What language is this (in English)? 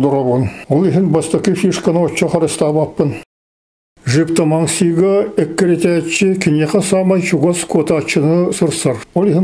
Yakut